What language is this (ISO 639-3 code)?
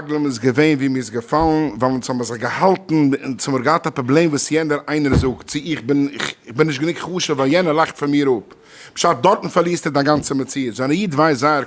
yid